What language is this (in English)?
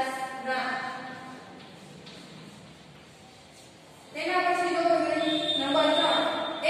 Gujarati